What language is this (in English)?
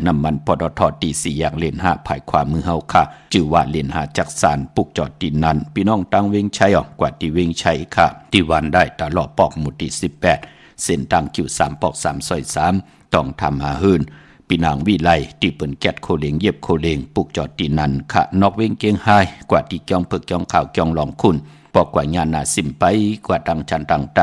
Shan